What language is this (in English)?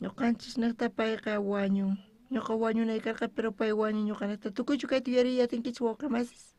South Bolivian Quechua